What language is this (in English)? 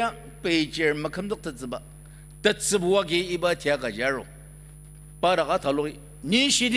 Ao Naga